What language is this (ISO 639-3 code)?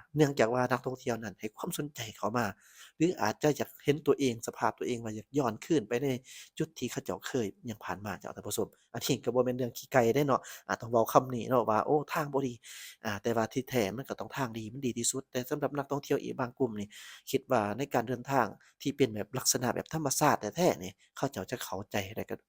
lao